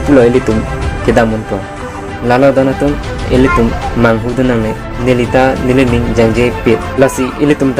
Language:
Karbi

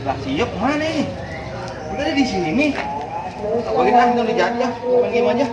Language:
Betawi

